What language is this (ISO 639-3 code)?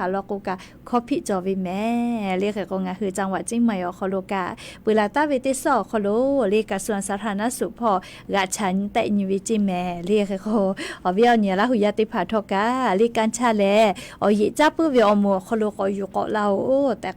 lhu